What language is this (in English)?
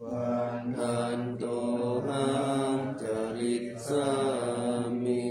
Pali